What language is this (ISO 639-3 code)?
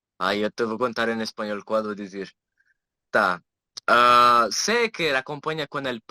lad